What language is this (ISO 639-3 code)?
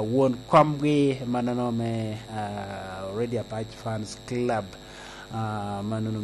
laj